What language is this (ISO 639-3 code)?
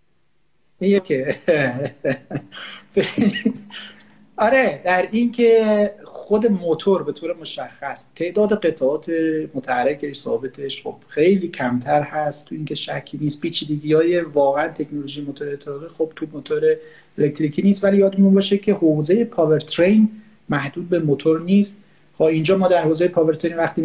fas